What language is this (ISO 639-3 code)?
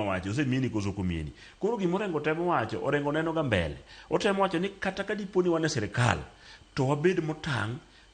luo